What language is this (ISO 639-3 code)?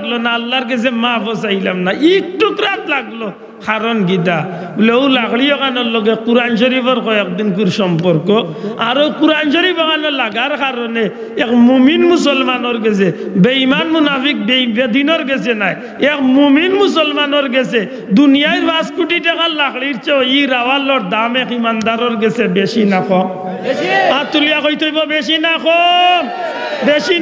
syl